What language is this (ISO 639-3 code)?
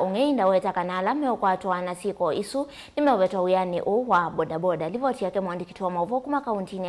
kam